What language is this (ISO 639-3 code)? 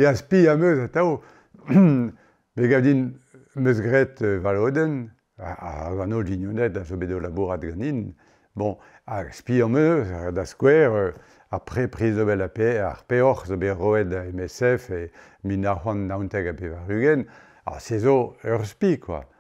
bre